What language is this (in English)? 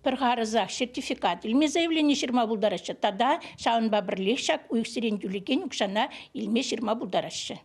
Chuvash